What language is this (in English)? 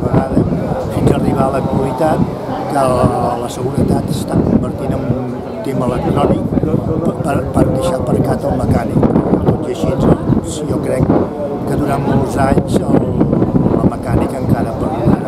Catalan